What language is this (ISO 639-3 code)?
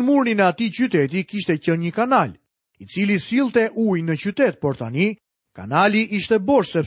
sqi